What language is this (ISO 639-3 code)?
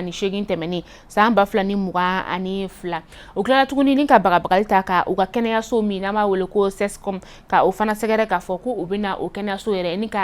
bam